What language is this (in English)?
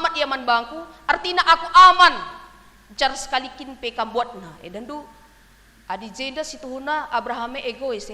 Batak Karo